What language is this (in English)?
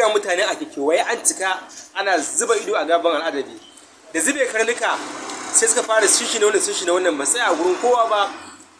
Hausa